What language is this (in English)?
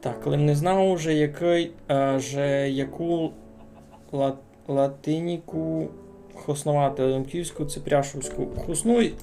Rusyn